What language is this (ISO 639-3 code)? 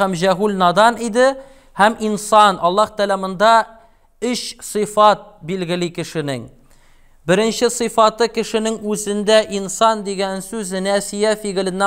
tat